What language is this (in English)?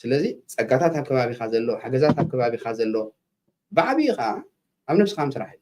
Tigrinya